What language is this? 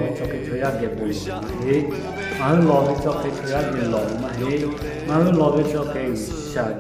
Lahu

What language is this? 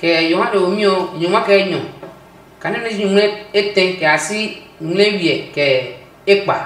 Adangme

